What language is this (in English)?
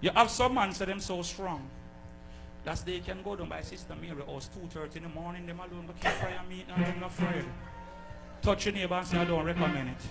Jamaican Creole English